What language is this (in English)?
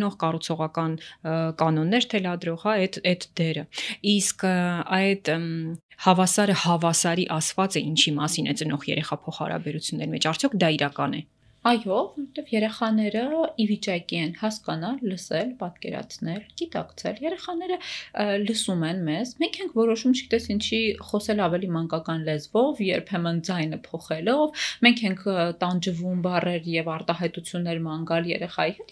Armenian